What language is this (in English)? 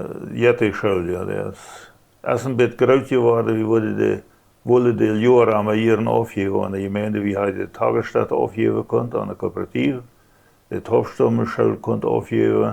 Plautdietsch